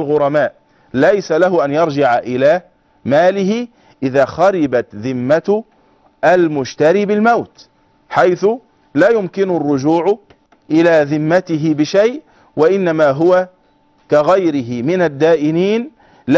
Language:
Arabic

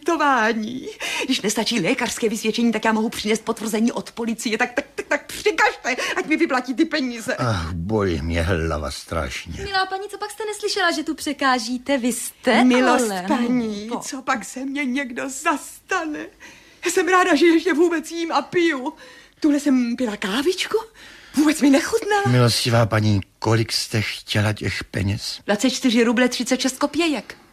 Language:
Czech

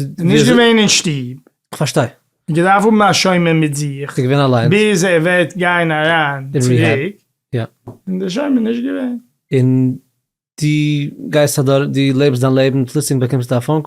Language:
Yiddish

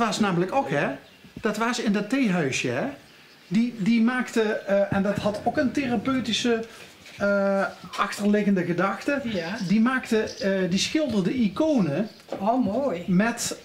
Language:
Limburgish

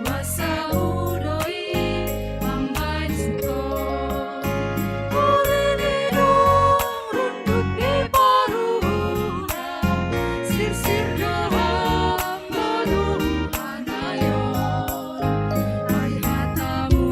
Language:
Batak Simalungun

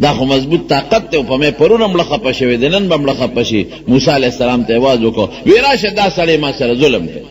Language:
Pashto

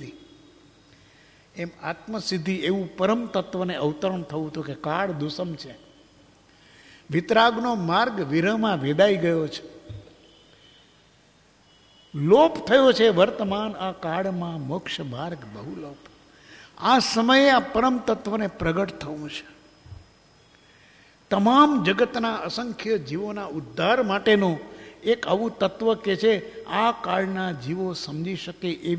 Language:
Gujarati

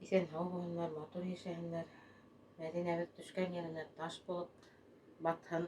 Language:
Bashkir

